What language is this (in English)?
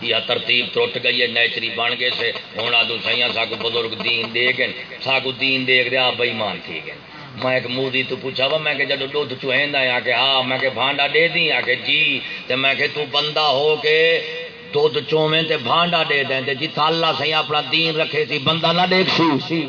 Saraiki